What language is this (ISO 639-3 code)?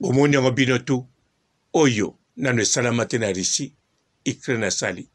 lin